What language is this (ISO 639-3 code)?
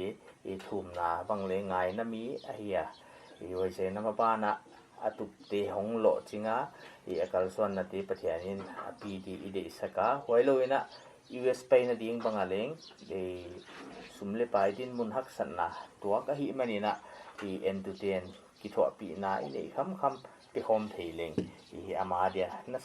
pck